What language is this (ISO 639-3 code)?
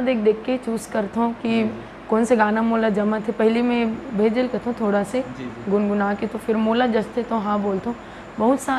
hne